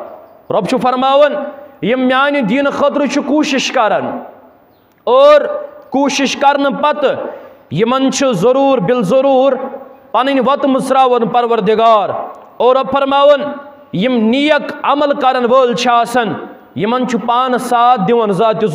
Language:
Kashmiri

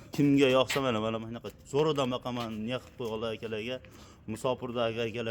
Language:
Uzbek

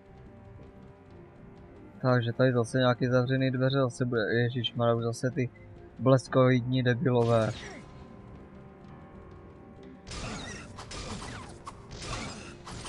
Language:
Czech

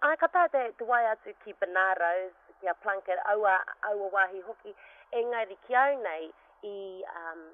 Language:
Māori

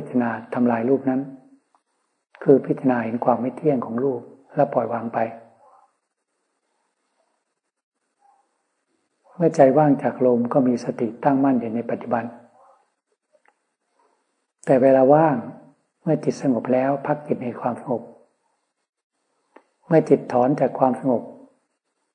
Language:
Thai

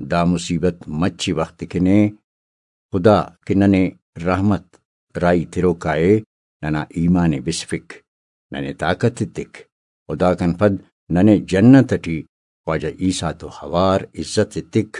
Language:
Brahui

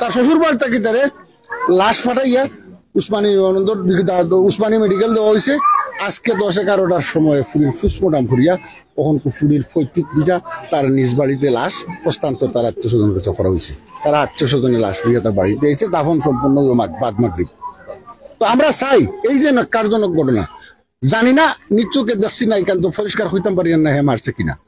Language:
Sylheti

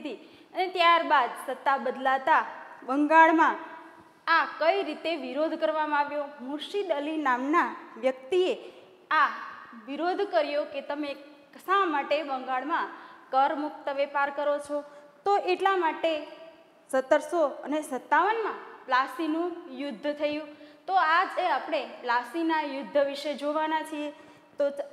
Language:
Gujarati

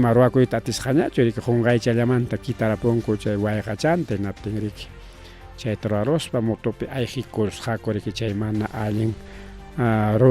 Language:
Ayacucho Quechua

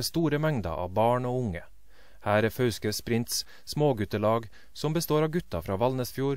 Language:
Norwegian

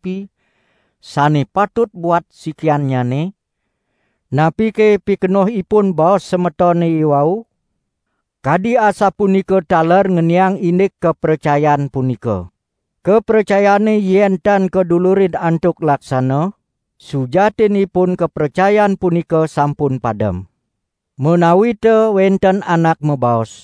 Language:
Balinese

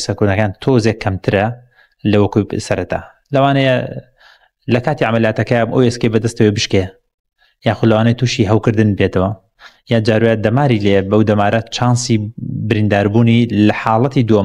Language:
Central Kurdish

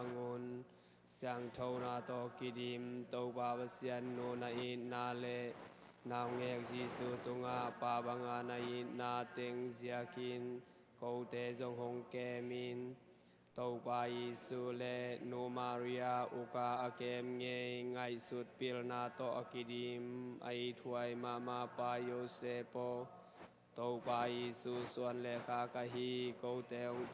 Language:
Tedim Chin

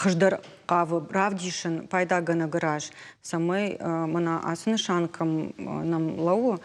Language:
Ossetic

